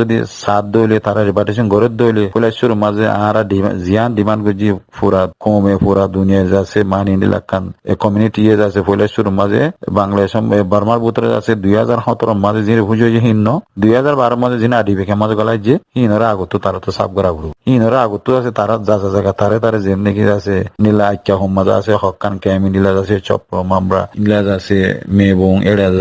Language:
Rohingya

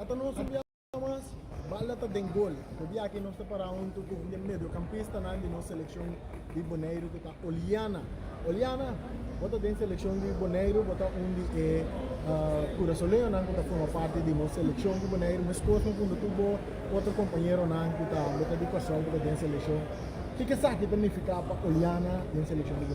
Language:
Papiamento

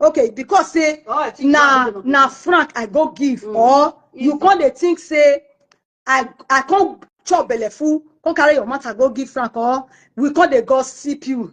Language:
Nigerian Pidgin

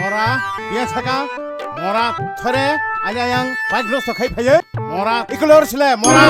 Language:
Kok Borok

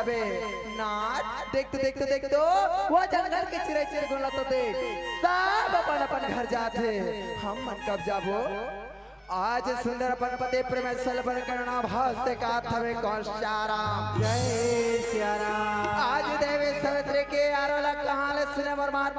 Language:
Chhattisgarhi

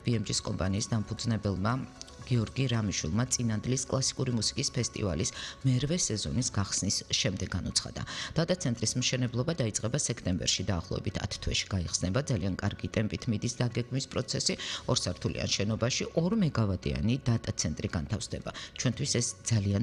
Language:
Georgian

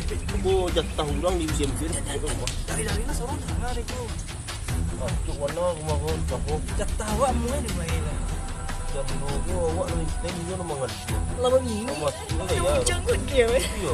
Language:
Minangkabau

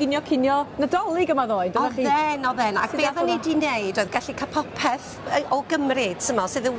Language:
Welsh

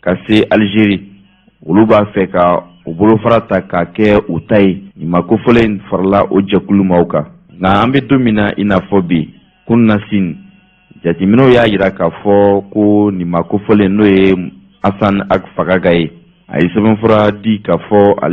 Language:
Bambara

